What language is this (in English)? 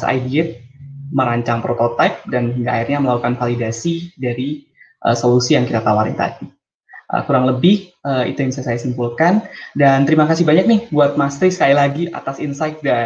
Indonesian